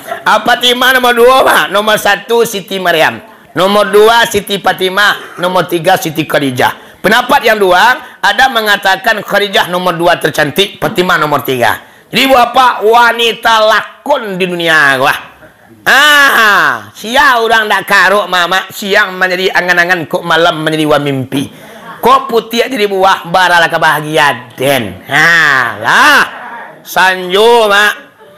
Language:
Minangkabau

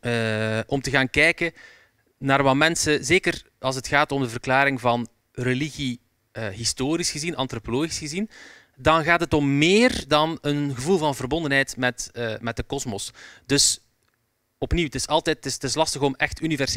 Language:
Dutch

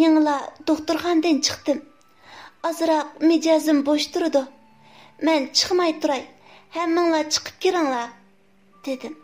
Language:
Uyghur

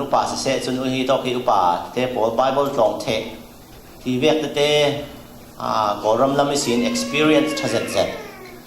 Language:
Falam Chin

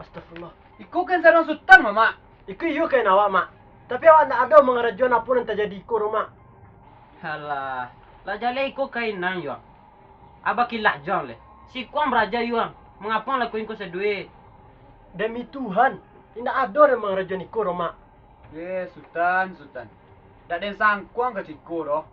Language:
Minangkabau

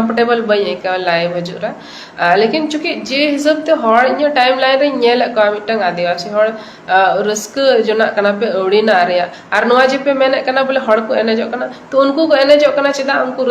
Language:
Santali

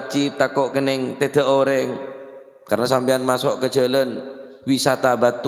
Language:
Madurese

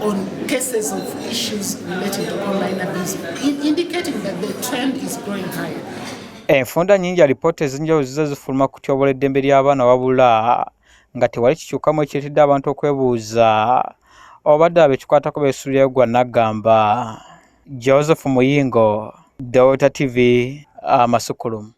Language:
Ganda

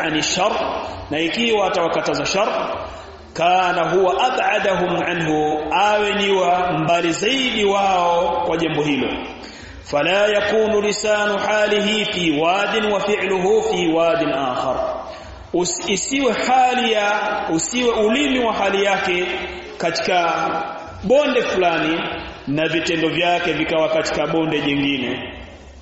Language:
Swahili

